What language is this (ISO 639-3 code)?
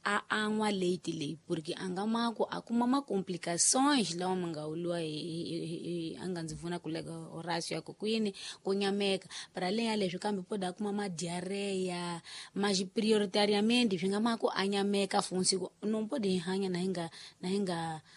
tso